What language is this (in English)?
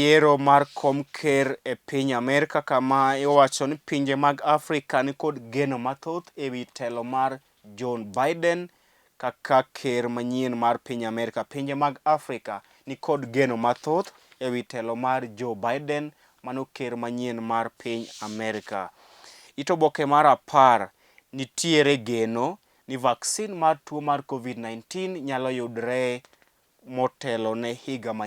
Luo (Kenya and Tanzania)